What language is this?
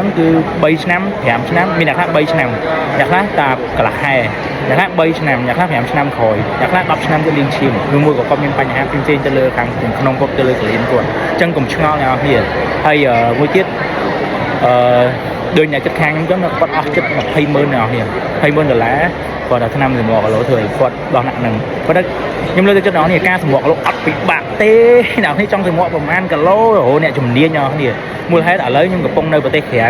Khmer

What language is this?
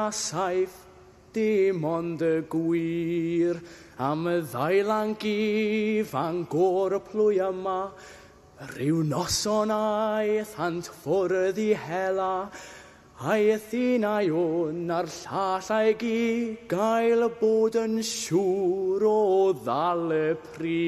Welsh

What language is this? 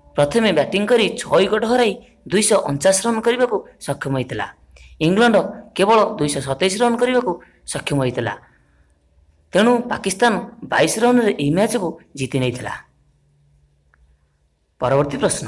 Odia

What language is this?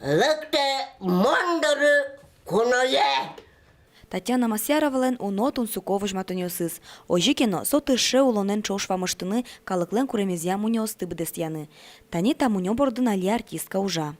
Udmurt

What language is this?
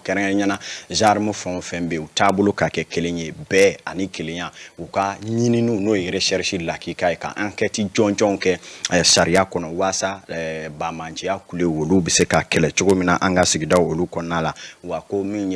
Bambara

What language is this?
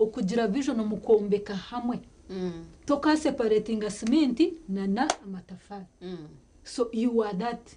Nyankole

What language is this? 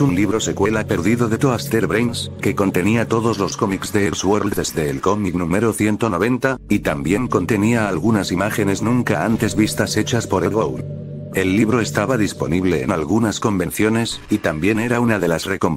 Spanish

